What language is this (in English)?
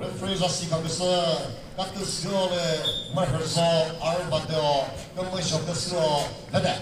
Chokri Naga